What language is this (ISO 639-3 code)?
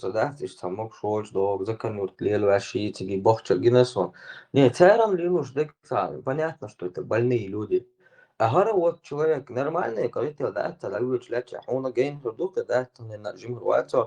che